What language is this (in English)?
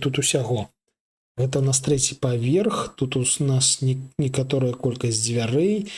Belarusian